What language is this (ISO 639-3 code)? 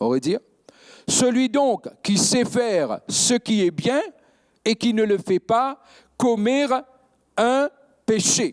mfe